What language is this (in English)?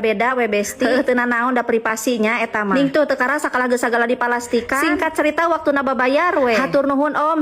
Sundanese